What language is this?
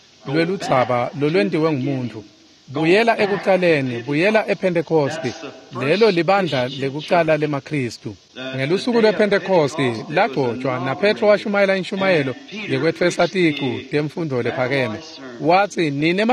Swati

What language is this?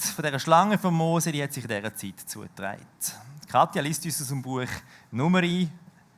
Swiss German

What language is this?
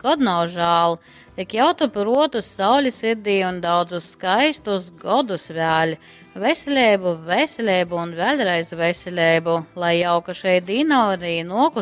Latgalian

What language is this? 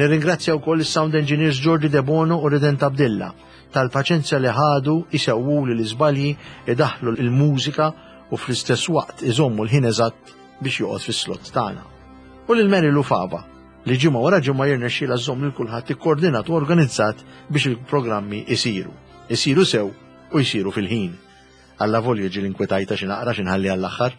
Maltese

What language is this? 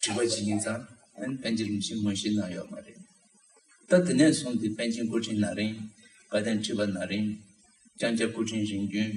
Tibetan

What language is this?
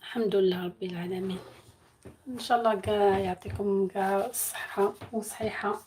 Algerian Arabic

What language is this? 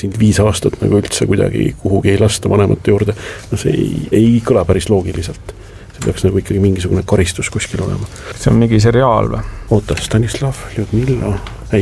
Estonian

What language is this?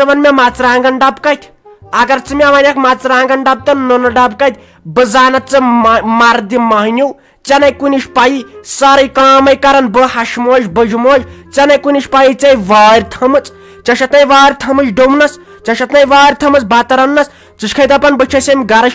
Kashmiri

